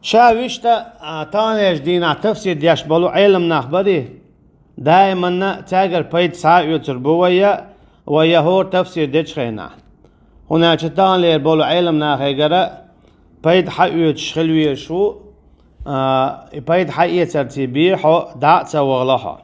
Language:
Chechen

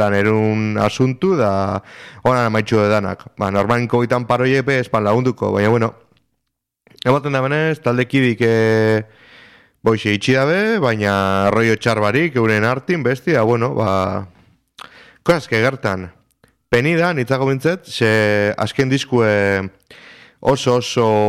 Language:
Basque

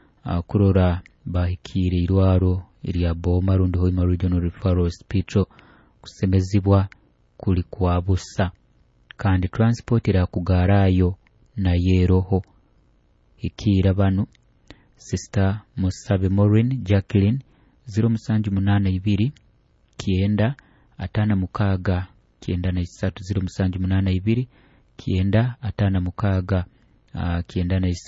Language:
Nyoro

